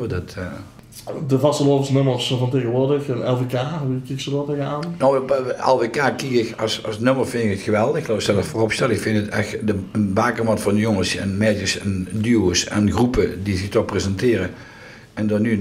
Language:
Limburgish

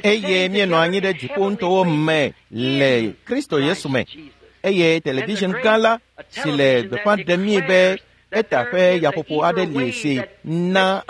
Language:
Ewe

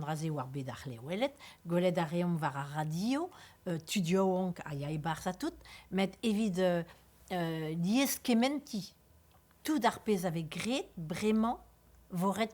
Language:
Breton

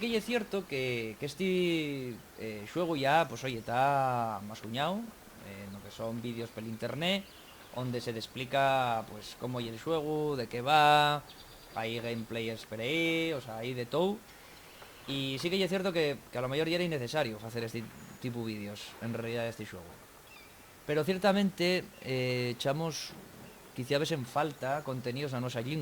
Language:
Asturian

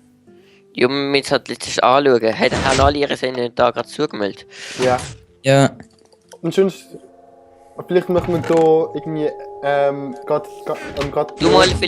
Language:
Swiss German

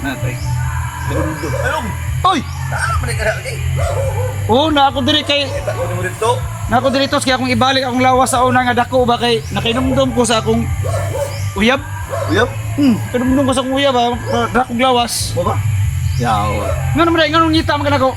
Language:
Cebuano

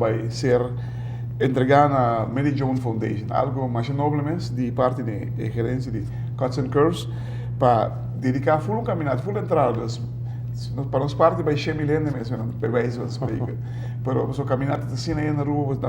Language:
Papiamento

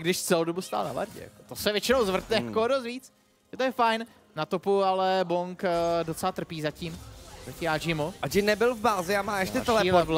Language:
Czech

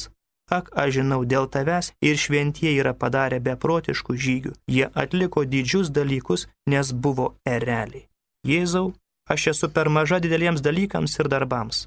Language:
Lithuanian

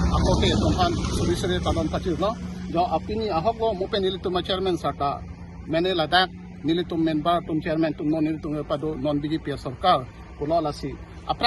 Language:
Karbi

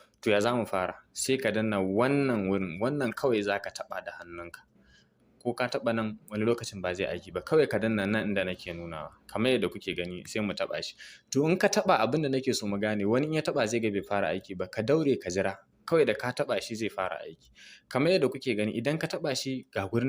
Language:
Hausa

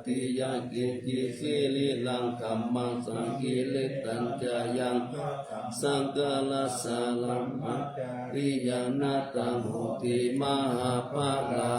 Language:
Pali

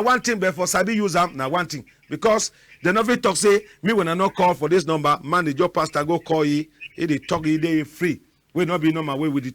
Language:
Cameroon Pidgin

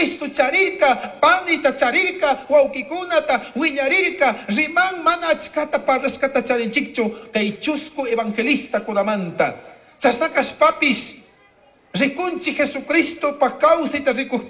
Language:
Chimborazo Highland Quichua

